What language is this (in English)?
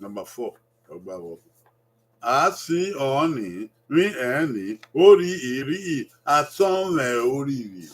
Bini